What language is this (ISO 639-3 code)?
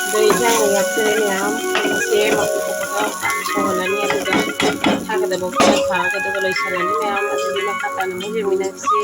mni